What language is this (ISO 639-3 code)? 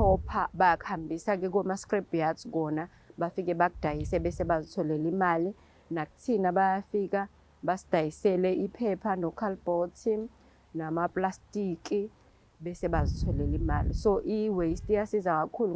zul